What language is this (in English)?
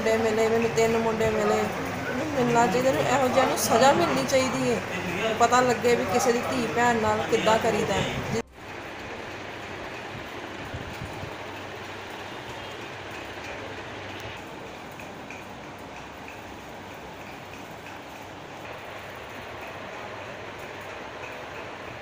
Punjabi